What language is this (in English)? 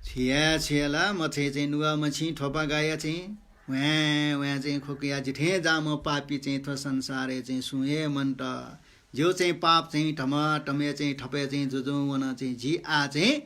Newari